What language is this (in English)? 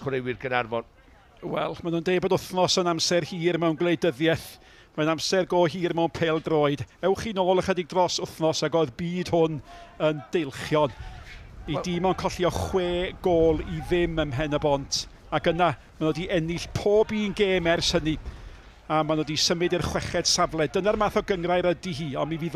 Welsh